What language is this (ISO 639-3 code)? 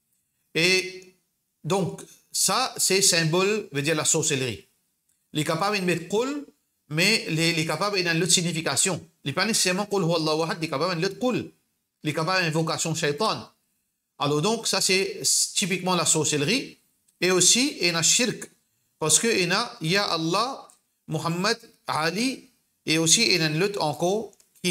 mfe